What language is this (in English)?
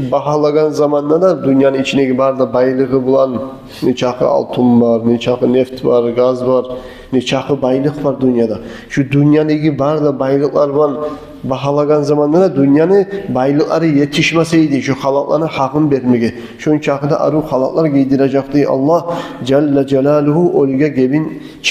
Kumyk